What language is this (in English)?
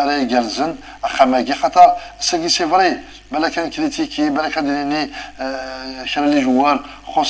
Kabyle